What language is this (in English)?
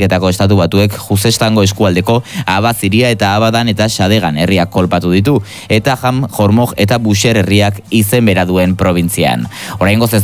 Basque